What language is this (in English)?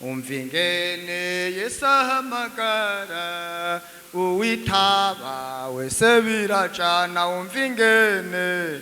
Rundi